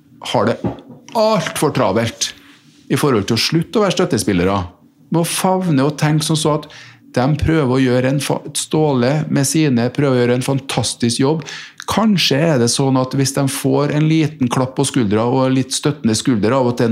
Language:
Norwegian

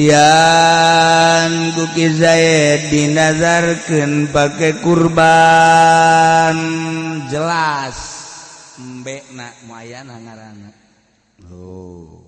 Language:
Sundanese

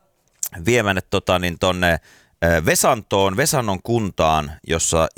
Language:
Finnish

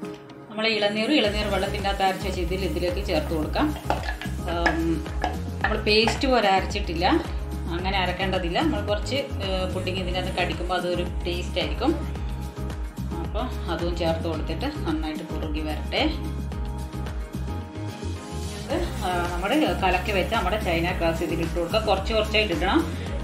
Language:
Malayalam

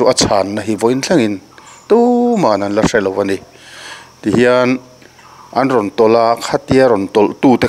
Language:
Mizo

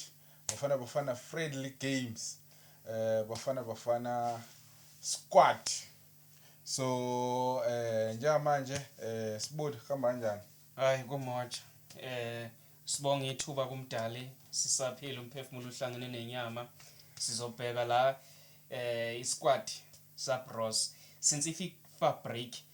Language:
Zulu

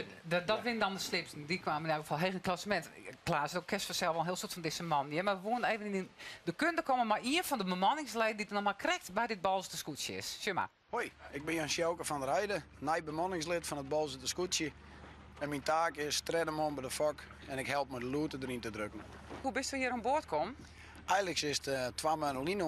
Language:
Western Frisian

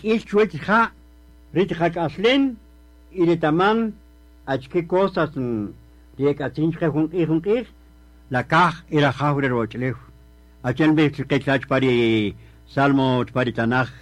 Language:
Kaqchikel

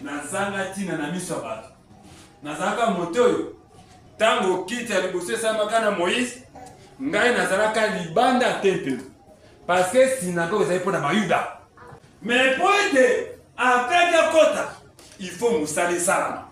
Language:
Lingala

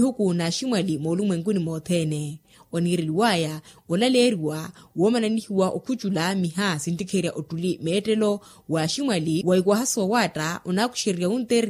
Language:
Makhuwa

